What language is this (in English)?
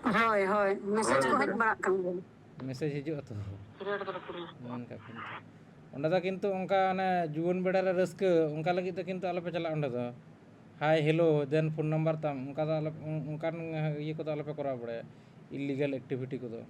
Santali